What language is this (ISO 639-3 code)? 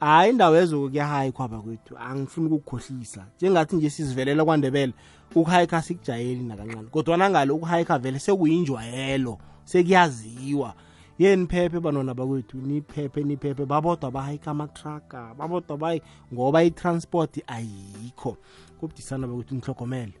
nbl